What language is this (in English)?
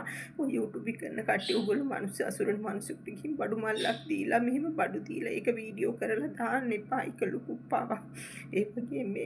Sinhala